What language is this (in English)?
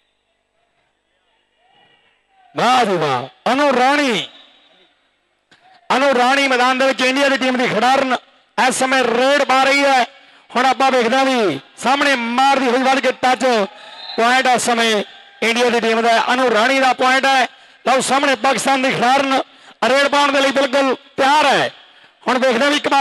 Punjabi